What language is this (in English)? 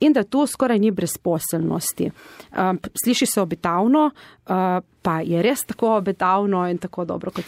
Slovenian